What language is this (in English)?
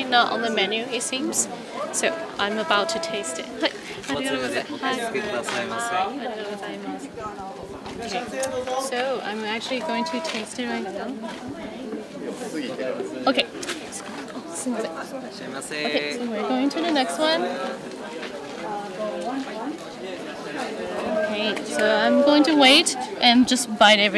English